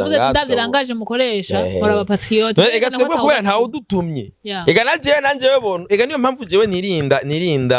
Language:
Rundi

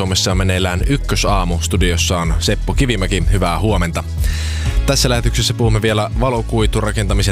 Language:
Finnish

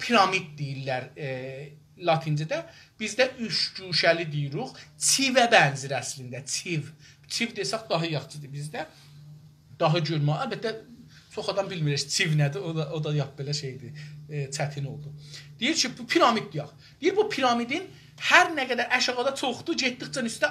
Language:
South Azerbaijani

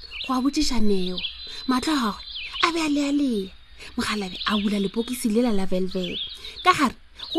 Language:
Northern Sotho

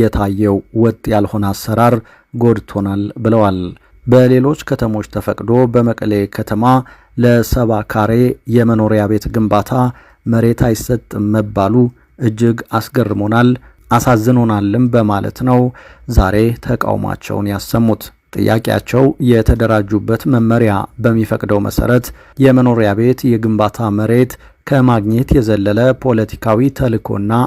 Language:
Amharic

